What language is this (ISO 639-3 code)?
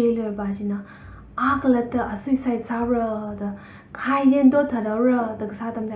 nmf